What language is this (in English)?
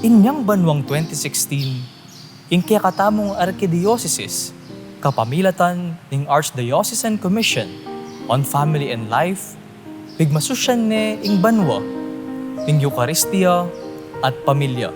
Pampanga